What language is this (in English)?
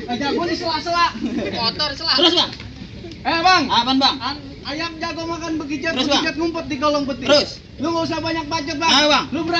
Betawi